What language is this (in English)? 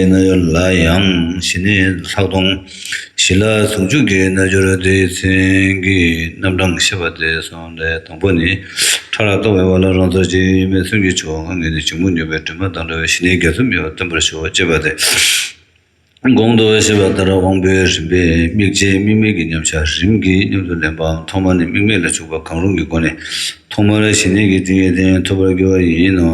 Tibetan